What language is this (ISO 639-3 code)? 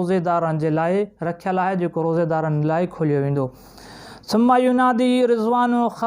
snd